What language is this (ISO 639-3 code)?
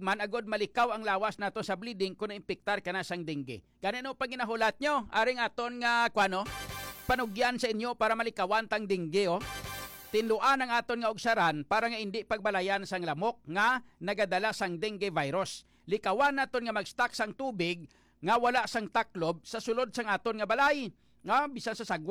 hil